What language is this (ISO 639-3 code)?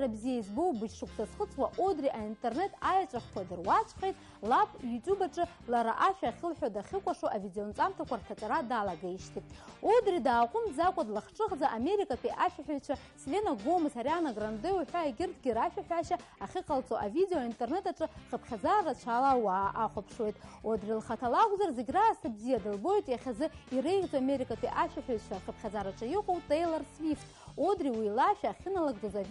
abk